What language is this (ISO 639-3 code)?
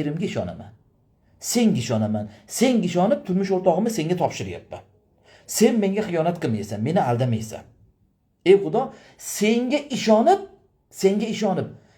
uzb